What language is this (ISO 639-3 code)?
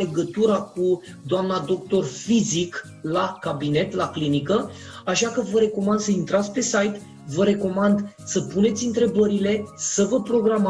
ron